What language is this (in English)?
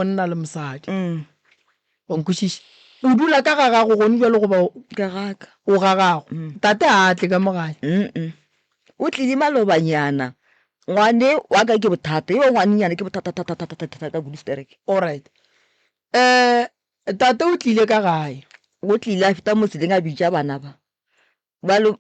Northern Sotho